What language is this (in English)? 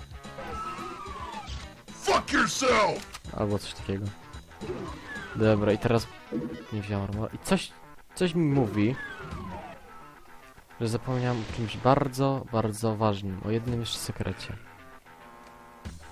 Polish